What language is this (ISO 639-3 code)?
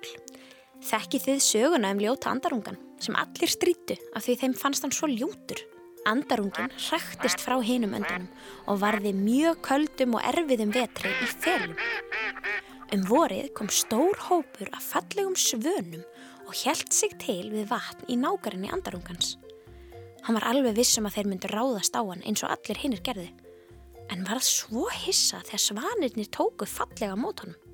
isl